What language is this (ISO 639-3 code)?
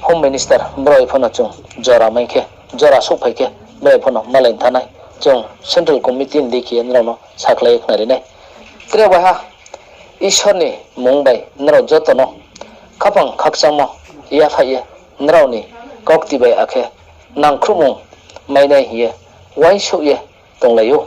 ria